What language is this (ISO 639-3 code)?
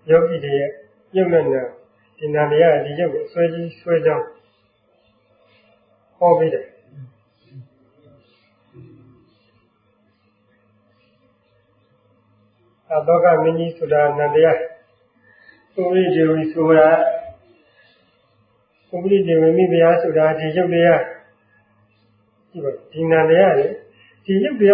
mya